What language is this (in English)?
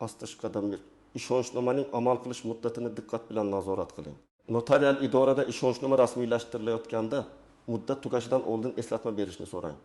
Uzbek